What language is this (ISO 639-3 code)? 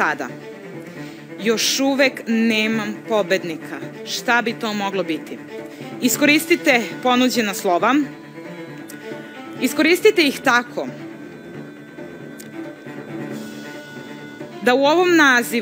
srp